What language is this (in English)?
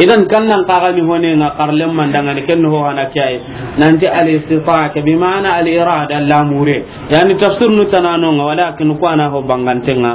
Soninke